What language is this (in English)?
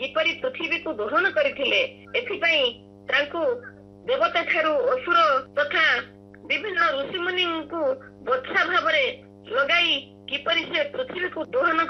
Odia